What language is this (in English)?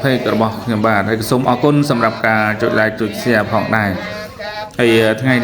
Khmer